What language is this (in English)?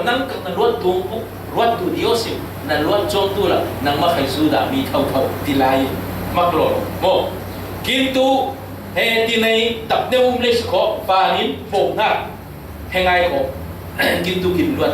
Falam Chin